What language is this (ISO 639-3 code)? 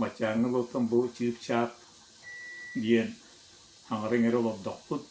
sah